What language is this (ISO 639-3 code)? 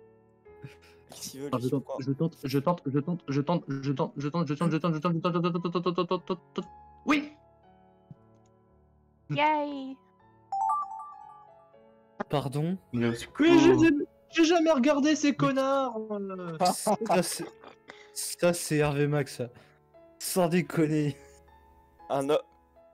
fra